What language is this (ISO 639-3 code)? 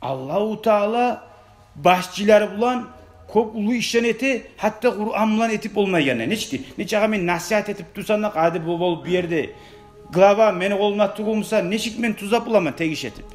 kum